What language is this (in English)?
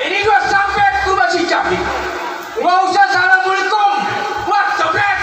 Betawi